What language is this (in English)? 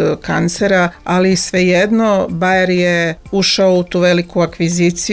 Serbian